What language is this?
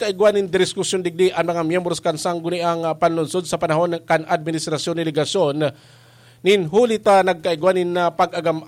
Bikol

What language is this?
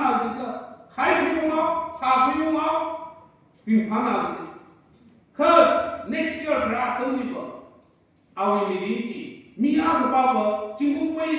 Tangkhul Naga (India)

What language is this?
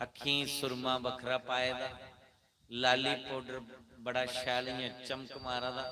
Dogri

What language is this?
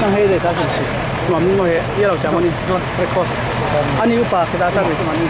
Falam Chin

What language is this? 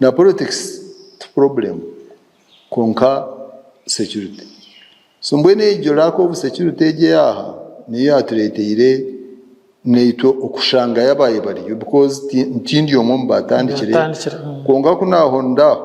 Nyankole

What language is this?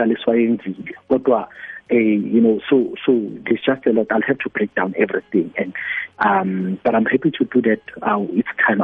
South Ndebele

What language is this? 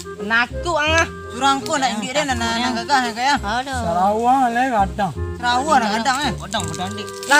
Minangkabau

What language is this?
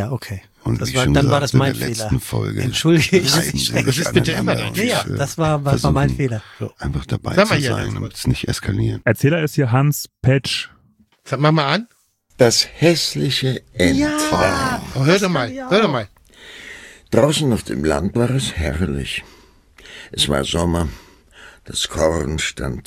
German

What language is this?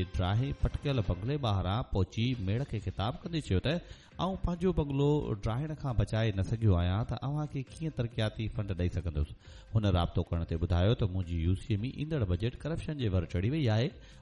Sindhi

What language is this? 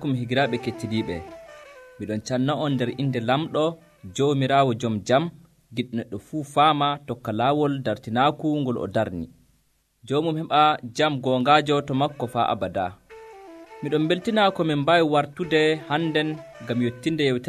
Nigerian Fulfulde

